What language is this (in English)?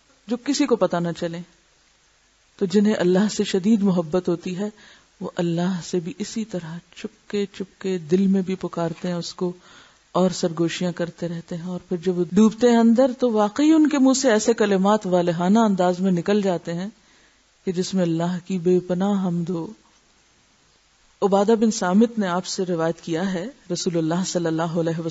Urdu